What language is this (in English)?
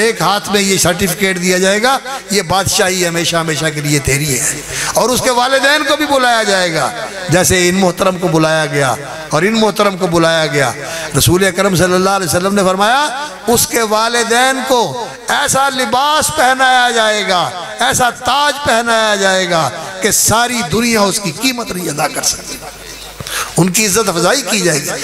Urdu